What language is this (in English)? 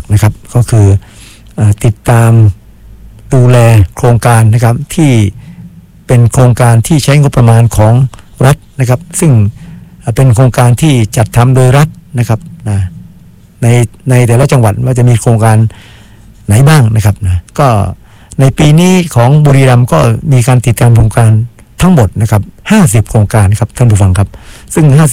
Thai